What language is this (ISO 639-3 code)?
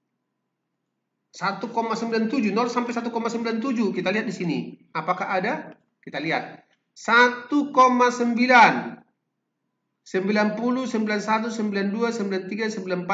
ind